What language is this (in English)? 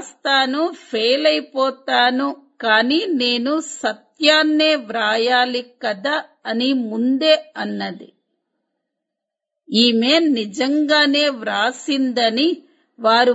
Telugu